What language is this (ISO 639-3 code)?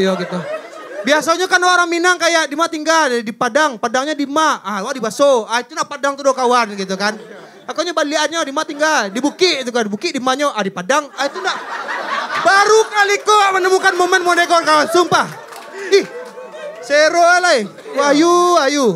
min